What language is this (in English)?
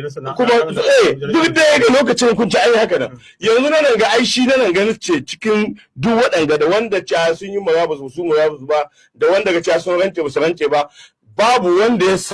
Hausa